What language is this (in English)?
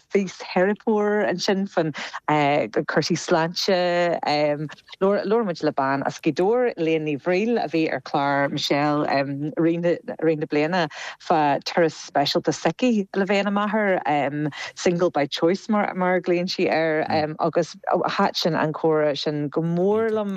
Irish